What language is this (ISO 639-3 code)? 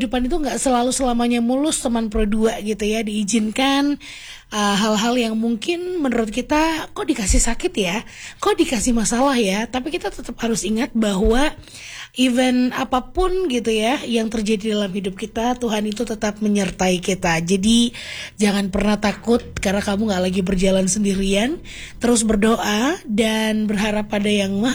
ind